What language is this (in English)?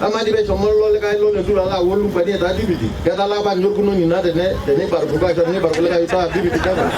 Masai